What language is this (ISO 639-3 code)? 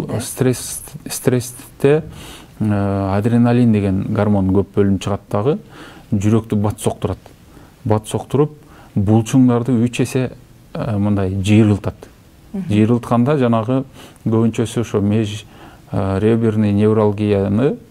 kir